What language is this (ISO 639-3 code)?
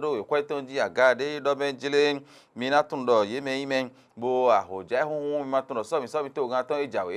fon